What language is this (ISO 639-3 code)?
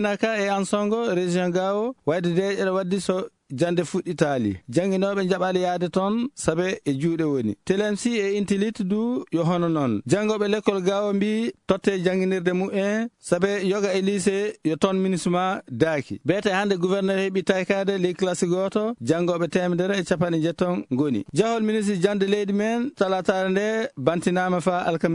ful